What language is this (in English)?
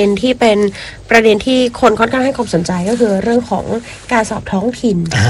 Thai